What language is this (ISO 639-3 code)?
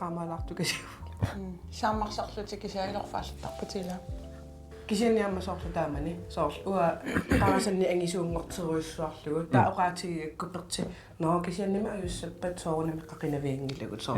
kal